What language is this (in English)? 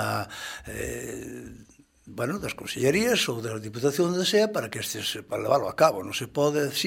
Galician